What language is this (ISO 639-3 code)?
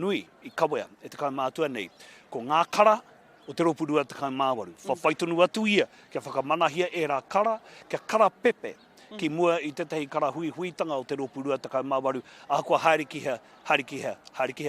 mri